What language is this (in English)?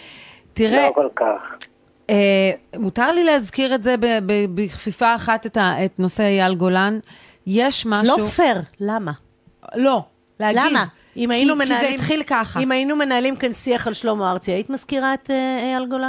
Hebrew